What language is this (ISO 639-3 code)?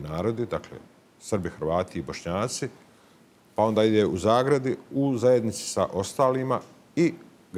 bos